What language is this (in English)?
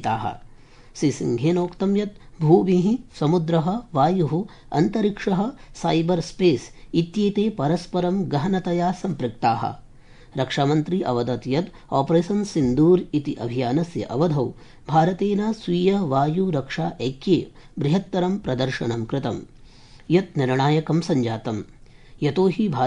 Sanskrit